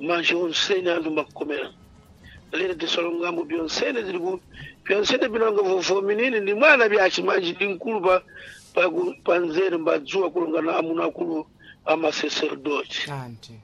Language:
Sena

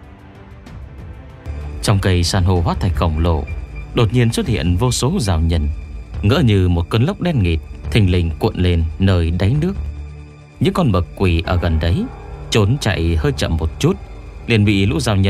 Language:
Vietnamese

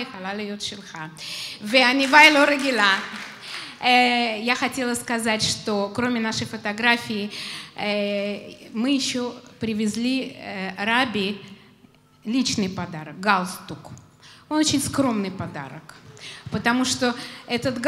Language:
Russian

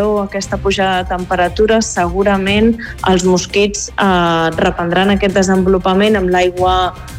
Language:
Catalan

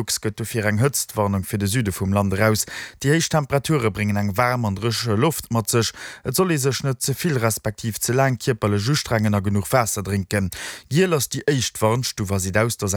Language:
Luxembourgish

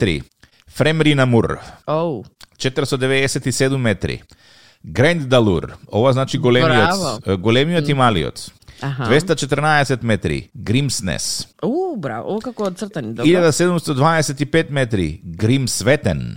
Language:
Macedonian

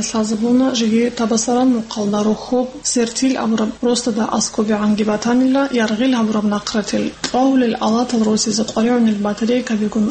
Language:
Avaric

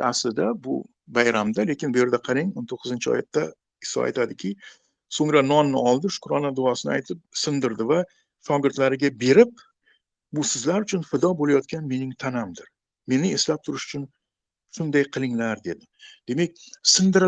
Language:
Uzbek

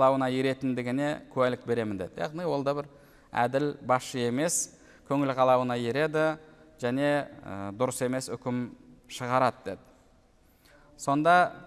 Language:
Kazakh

